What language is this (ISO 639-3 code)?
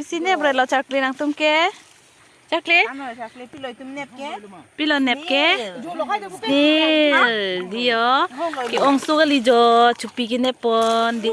mjw